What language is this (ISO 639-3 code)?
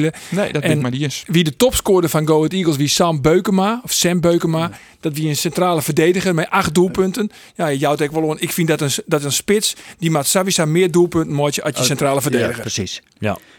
fry